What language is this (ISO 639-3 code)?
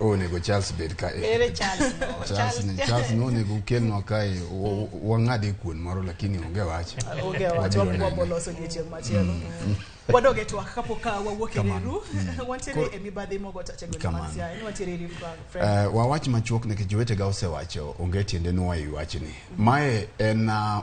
luo